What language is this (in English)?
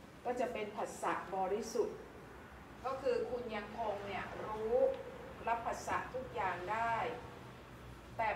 Thai